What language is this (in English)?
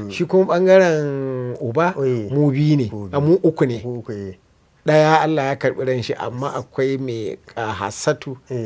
Hausa